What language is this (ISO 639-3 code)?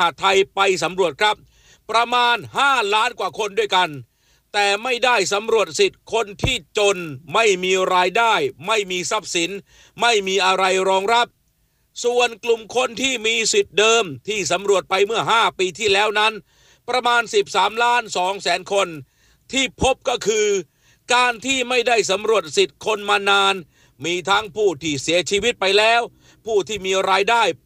tha